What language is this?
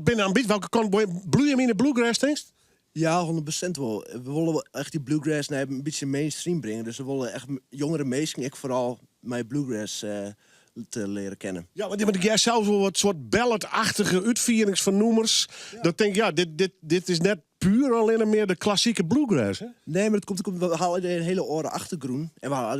Western Frisian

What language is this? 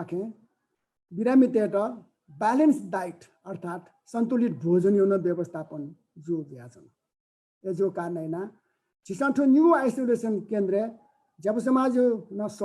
Newari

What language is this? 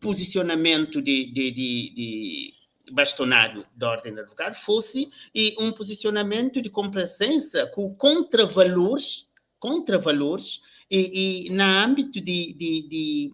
Kabuverdianu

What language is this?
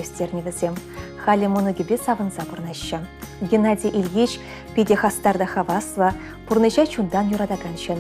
Chuvash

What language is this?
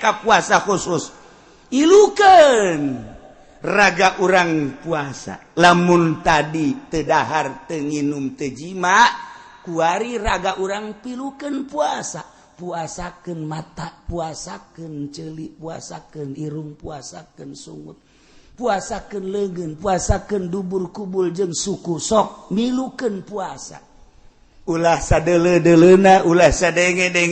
Sundanese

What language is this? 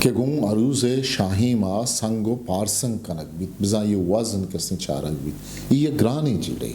Eastern Balochi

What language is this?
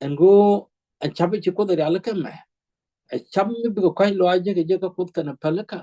Nuer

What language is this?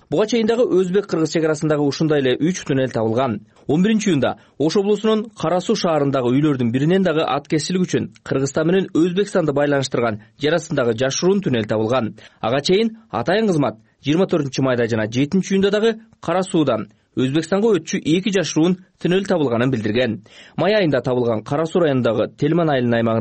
Kyrgyz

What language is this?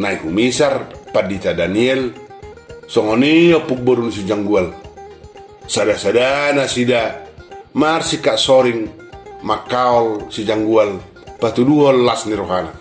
Batak Toba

